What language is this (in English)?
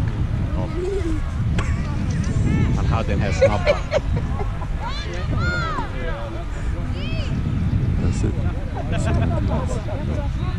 Swedish